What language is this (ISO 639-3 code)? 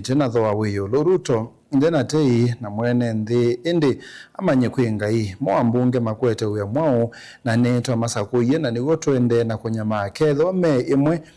kam